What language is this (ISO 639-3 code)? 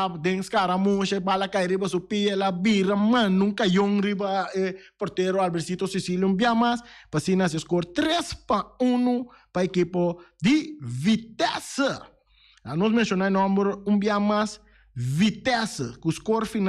pap